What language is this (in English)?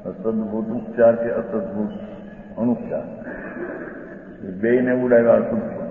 Gujarati